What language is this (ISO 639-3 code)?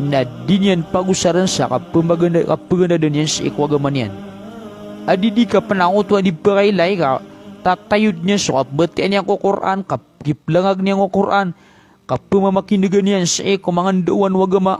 mrw